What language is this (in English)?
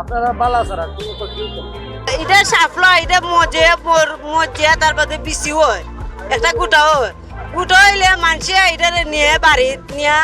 Sylheti